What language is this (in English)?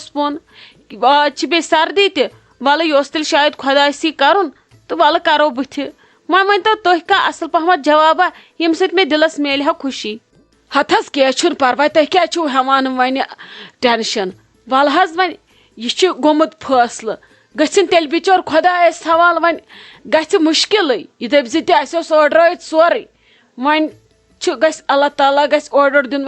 Kashmiri